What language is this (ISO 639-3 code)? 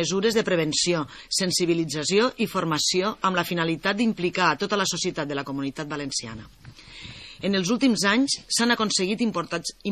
cat